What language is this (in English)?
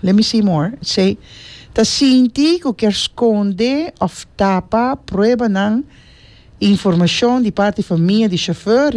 Papiamento